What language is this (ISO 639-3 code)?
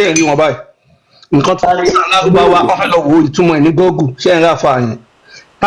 yor